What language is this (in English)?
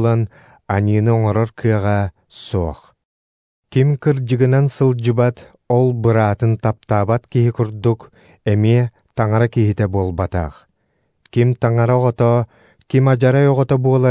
Yakut